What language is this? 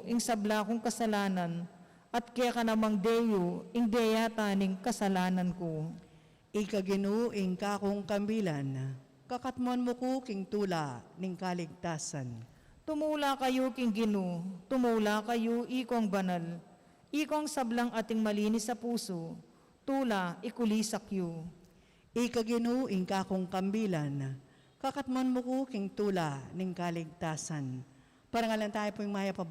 Pampanga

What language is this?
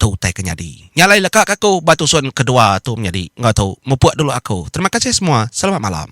Iban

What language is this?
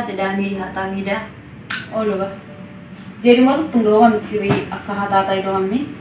Batak Toba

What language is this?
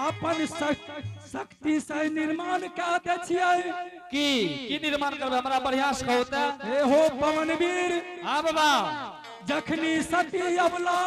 Angika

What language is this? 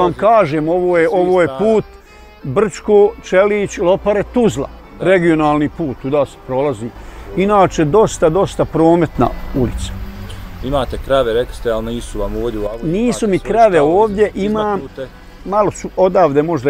Bosnian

